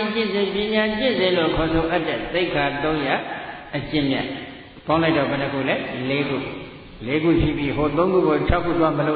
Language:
Burmese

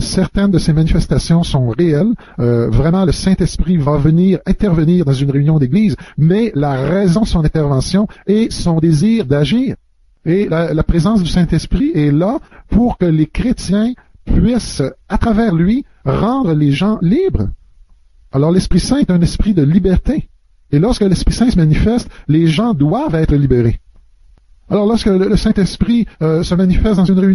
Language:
French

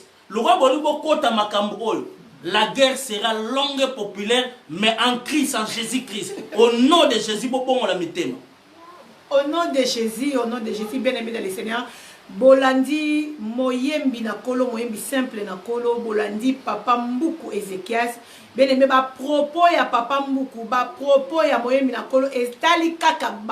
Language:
Lingala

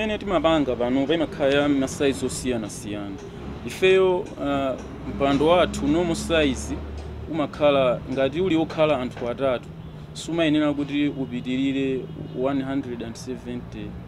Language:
Nyanja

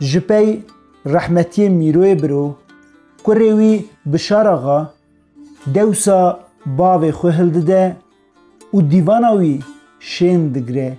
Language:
Kurdish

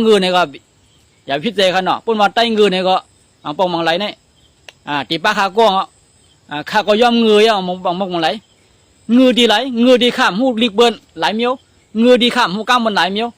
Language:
Shan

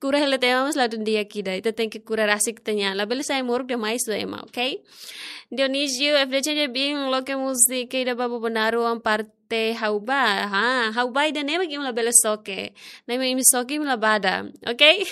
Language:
Tetum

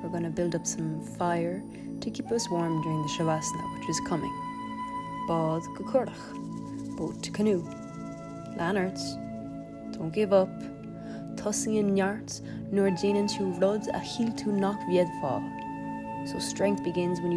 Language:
Irish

